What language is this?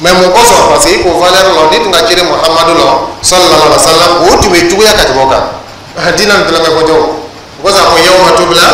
Dyula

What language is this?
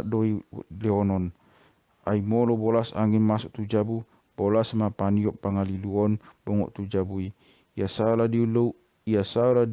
Batak Toba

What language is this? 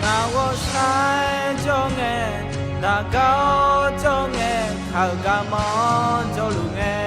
Akha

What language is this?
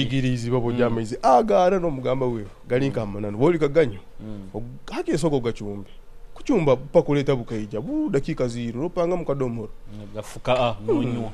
Nyoro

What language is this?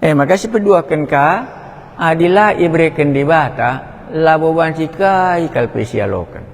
Batak Karo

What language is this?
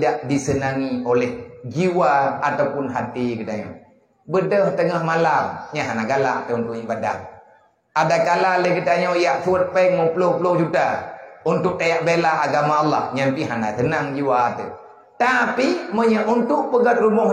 Achinese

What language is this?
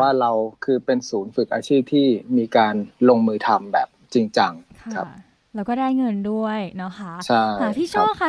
Thai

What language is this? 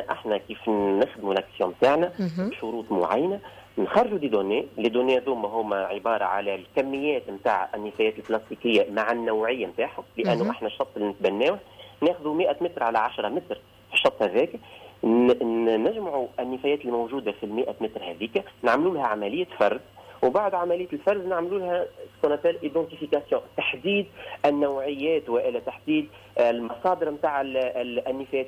Tunisian Arabic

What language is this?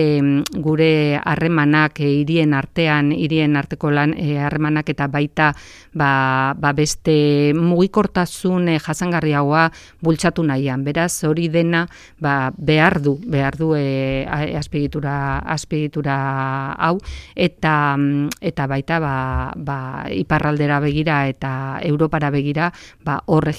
Basque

